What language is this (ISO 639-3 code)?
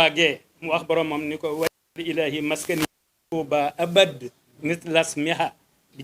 wol